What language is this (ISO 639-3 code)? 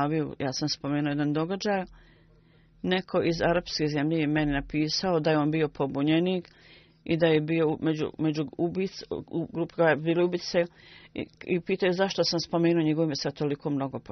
bos